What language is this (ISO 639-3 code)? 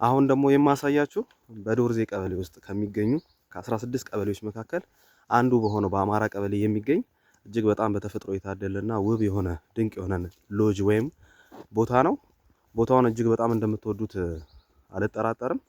amh